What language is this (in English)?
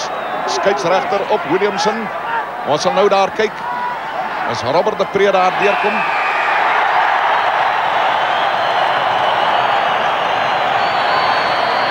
Afrikaans